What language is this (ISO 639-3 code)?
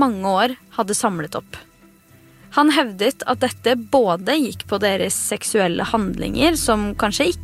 nor